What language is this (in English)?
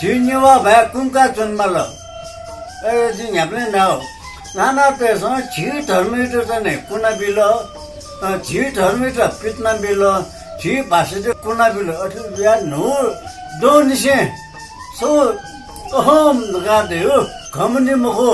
Newari